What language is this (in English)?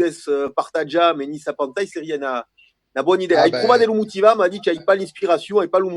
Occitan